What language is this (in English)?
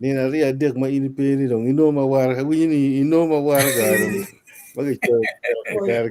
Acoli